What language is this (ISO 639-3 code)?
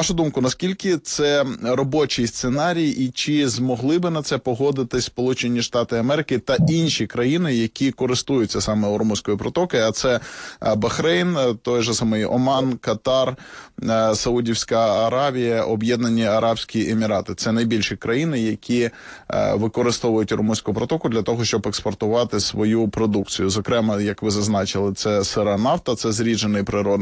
ukr